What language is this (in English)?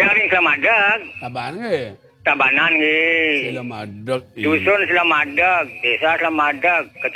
Balinese